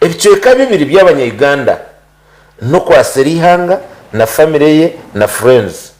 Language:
Nyankole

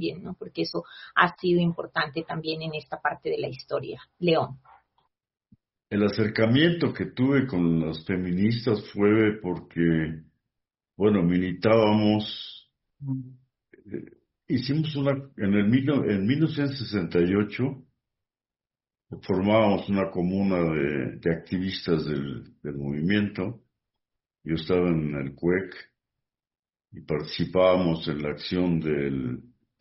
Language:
Spanish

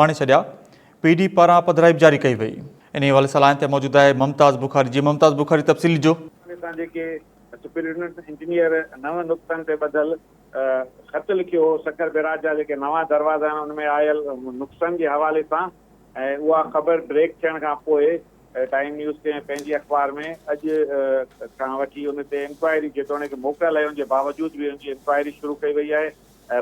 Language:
Sindhi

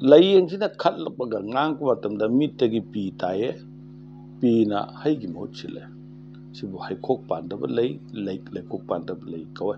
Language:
Manipuri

